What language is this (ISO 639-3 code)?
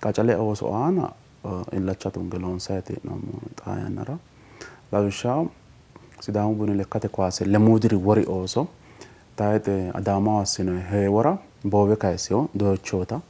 sid